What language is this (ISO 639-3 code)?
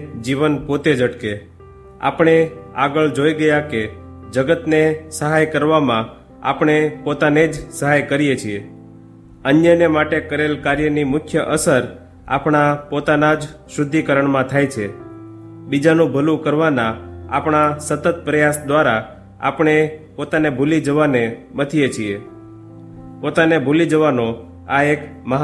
guj